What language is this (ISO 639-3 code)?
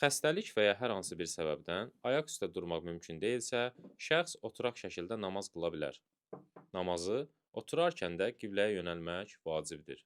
aze